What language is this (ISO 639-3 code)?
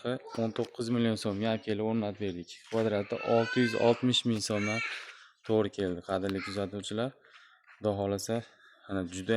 uzb